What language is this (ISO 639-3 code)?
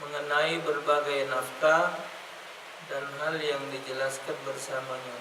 mui